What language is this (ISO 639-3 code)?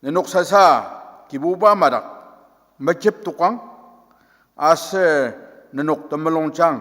njo